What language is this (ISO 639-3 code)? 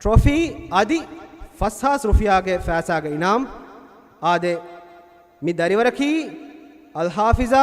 div